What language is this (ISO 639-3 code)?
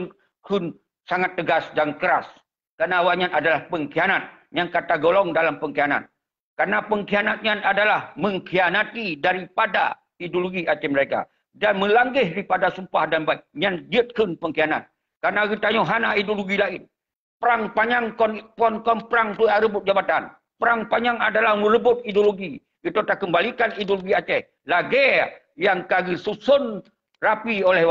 ace